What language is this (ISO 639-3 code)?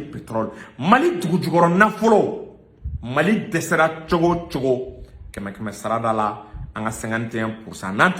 bam